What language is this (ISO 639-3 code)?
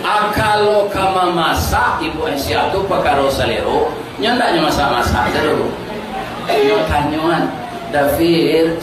min